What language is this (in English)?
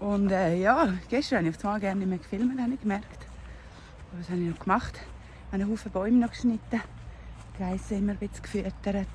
Swiss German